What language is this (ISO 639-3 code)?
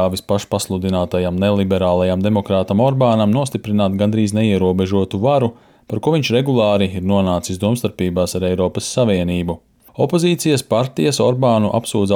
lav